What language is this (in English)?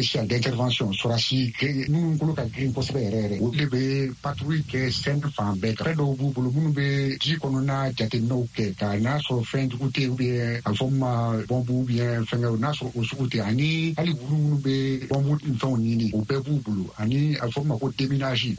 Bambara